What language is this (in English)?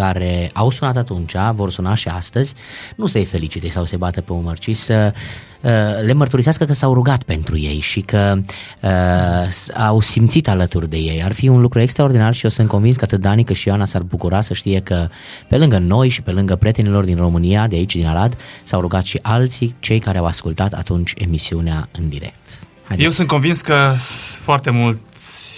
Romanian